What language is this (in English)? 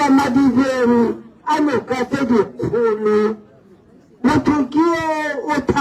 Tswana